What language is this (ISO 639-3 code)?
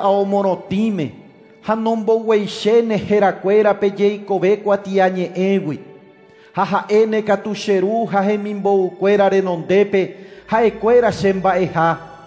grn